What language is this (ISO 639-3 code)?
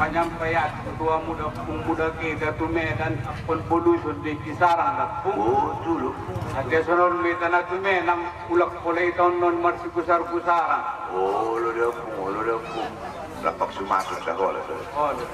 akb